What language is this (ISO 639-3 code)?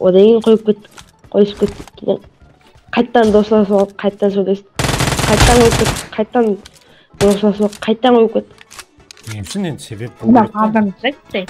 kaa